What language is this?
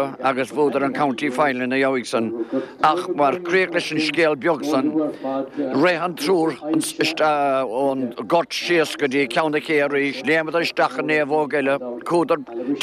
Irish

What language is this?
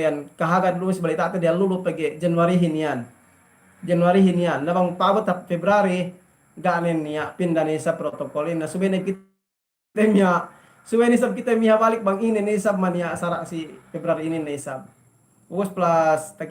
Yakan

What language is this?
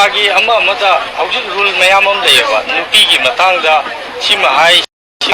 Manipuri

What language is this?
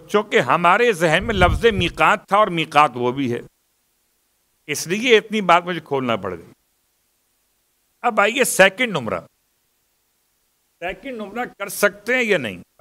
Urdu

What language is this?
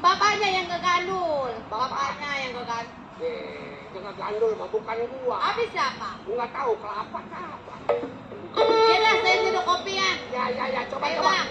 Betawi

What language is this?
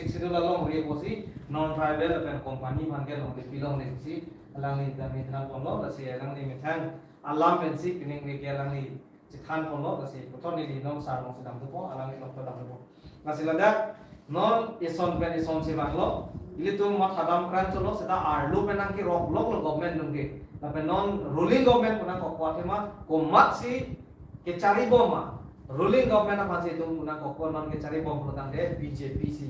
Karbi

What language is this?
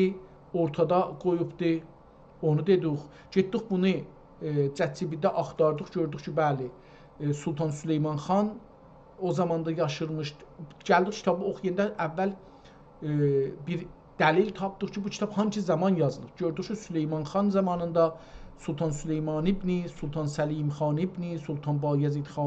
South Azerbaijani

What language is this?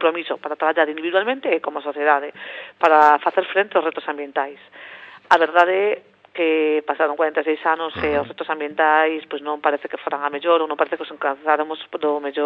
Galician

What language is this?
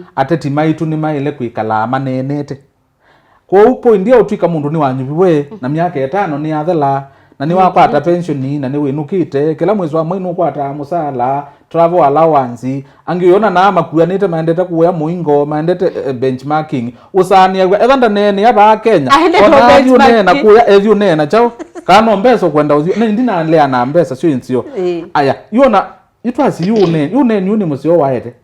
Kamba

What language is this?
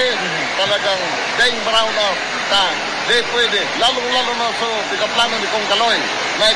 Bikol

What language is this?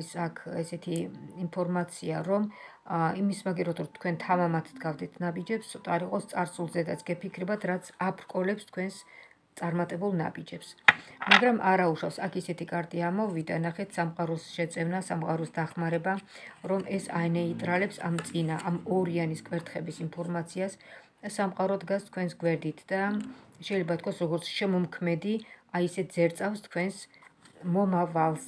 Georgian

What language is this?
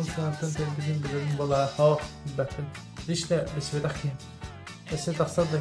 Yakut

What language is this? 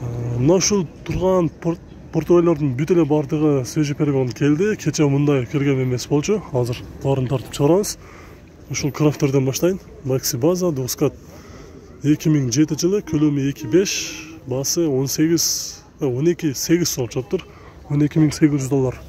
Kyrgyz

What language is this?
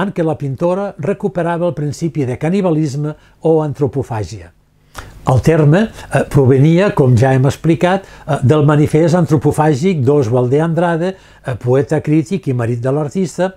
Catalan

